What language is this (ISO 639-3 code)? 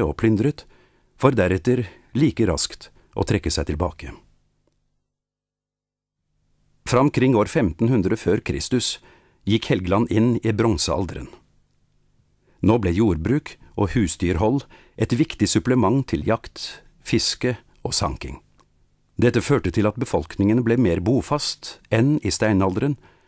nor